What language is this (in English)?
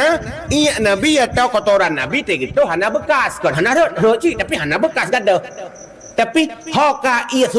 Achinese